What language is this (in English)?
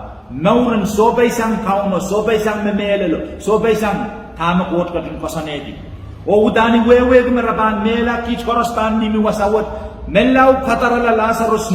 Pohnpeian